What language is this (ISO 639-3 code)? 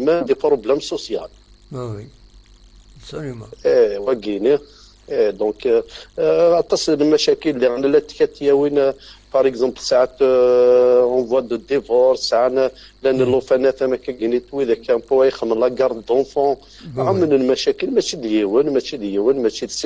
kab